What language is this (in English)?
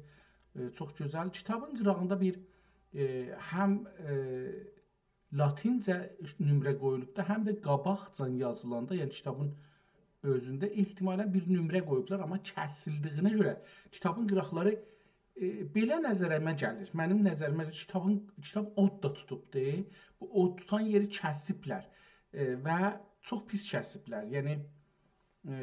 South Azerbaijani